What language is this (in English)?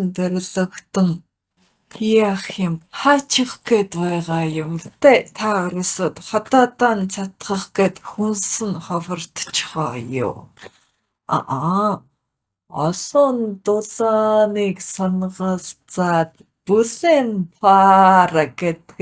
Mongolian